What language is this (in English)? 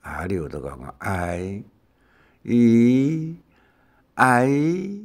Hakka Chinese